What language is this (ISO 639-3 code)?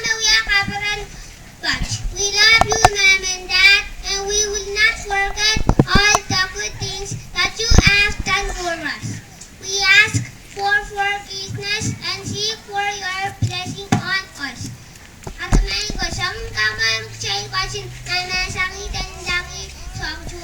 pon